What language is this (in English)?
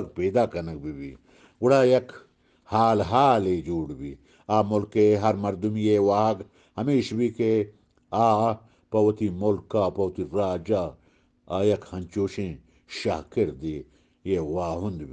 Eastern Balochi